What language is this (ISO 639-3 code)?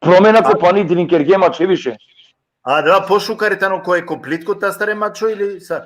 rmn